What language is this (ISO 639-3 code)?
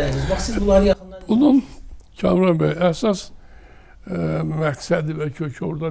aze